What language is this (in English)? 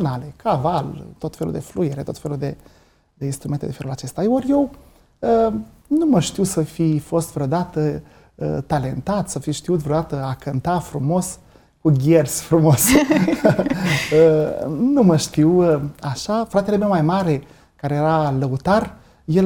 Romanian